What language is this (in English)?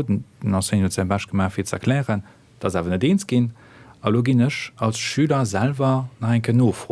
Luxembourgish